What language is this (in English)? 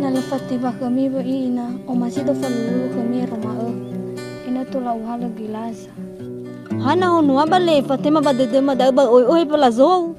Nias